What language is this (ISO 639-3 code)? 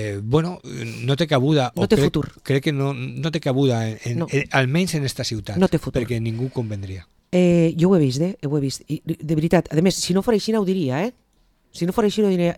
cat